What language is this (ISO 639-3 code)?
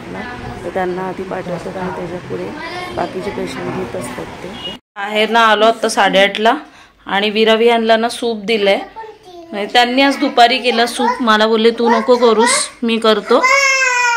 mar